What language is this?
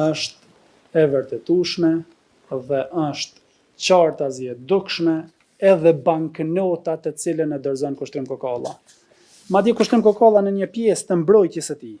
Albanian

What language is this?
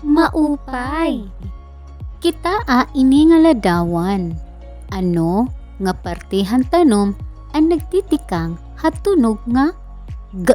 Waray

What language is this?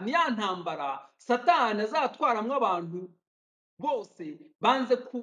Kinyarwanda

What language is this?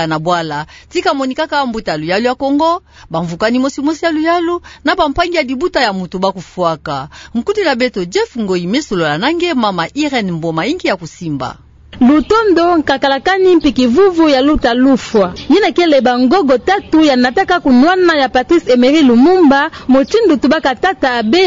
Kituba (Democratic Republic of Congo)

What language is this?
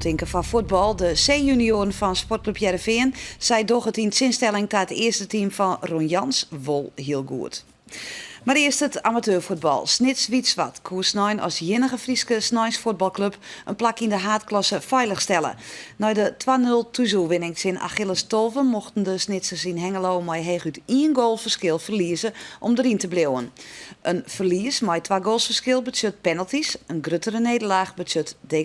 Western Frisian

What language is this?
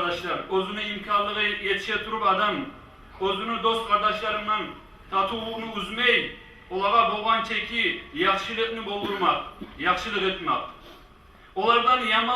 Kumyk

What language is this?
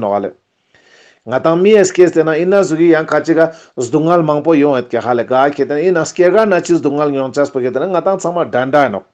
Ladakhi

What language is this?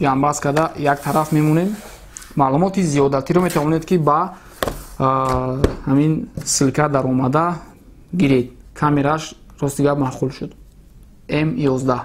Tajik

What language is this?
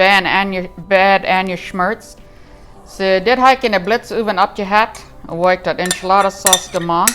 Plautdietsch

